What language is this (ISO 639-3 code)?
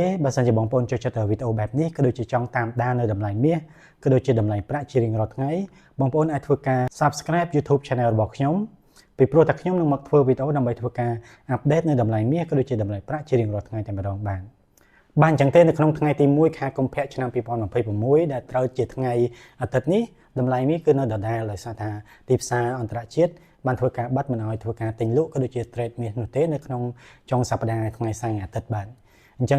khm